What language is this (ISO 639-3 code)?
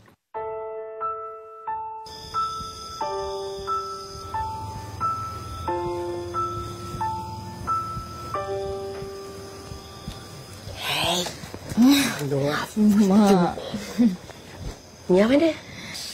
msa